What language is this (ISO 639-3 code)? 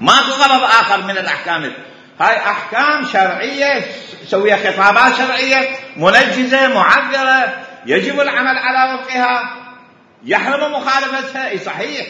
acm